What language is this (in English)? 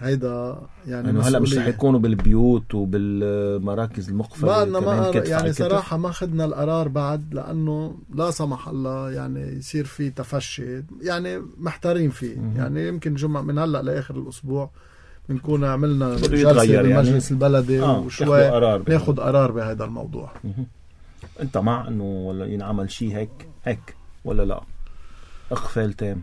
North Levantine Arabic